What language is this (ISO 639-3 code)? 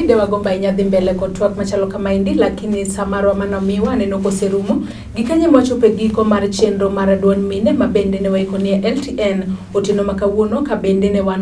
luo